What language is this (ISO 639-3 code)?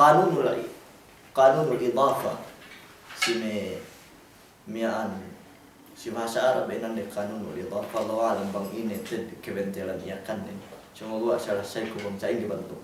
yka